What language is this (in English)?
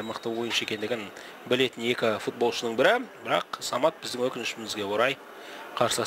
Kazakh